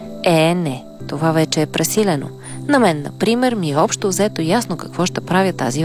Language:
Bulgarian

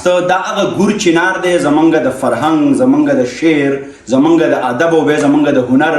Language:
Pashto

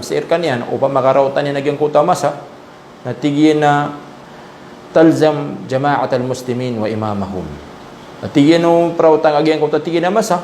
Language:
Maranao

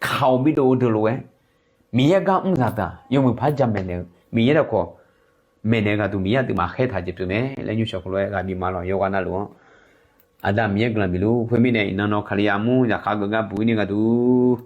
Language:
Akha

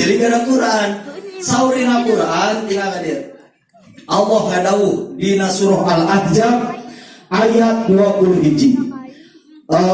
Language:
Sundanese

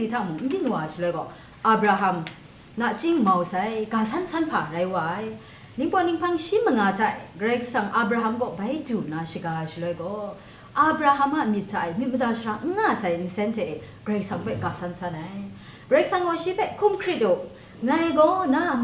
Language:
Kachin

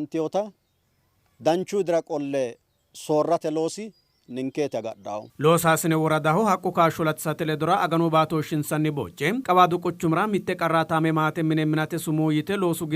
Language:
Sidamo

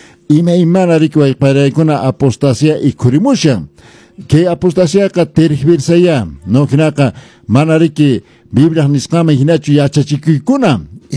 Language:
Quechua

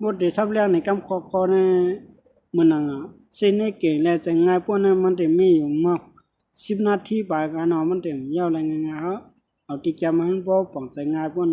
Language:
Shan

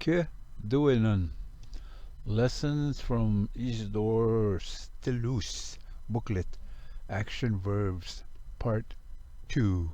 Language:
Ojibwa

